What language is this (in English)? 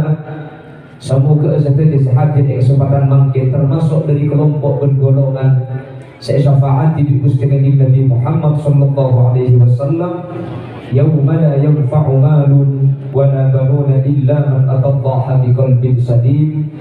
Madurese